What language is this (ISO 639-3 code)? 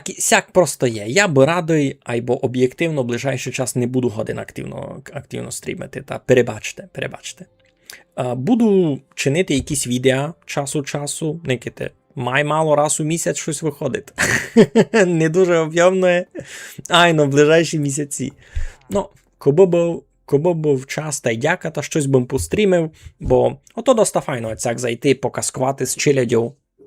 rue